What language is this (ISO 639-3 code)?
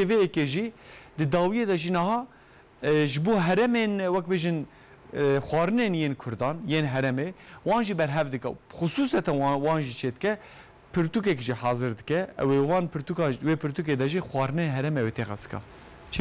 kur